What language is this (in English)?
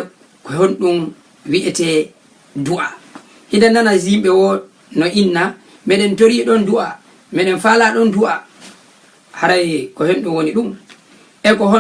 Fula